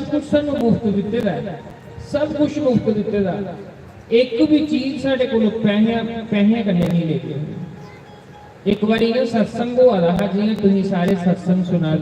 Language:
Dogri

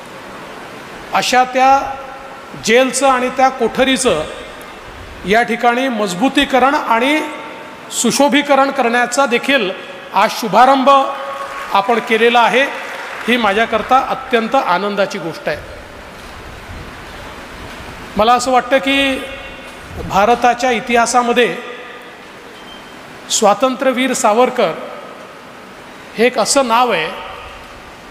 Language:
Marathi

